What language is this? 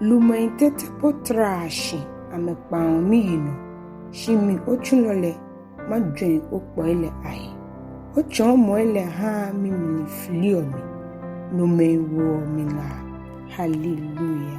Ga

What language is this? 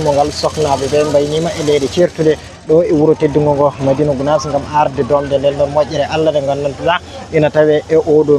Fula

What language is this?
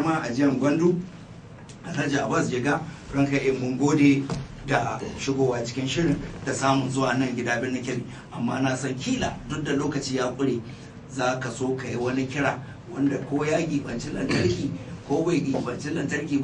Hausa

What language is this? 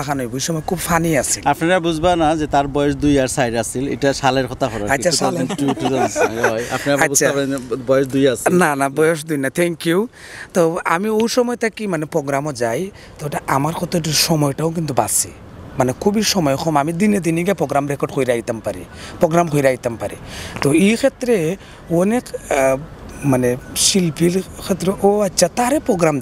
Sylheti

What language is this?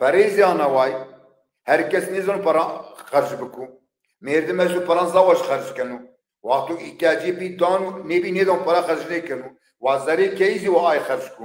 Zaza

